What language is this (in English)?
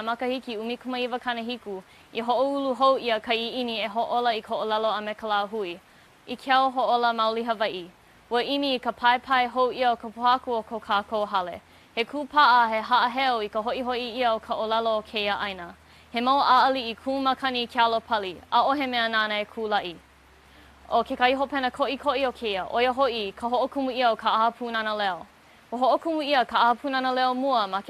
Hawaiian